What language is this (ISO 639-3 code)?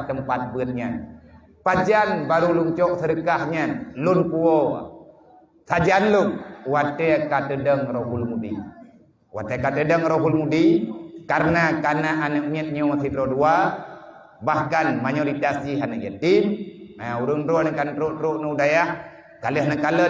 ace